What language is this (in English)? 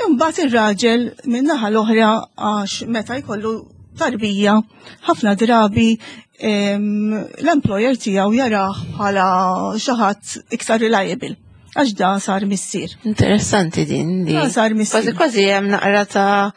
Maltese